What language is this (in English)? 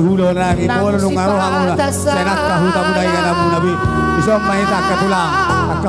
Batak Toba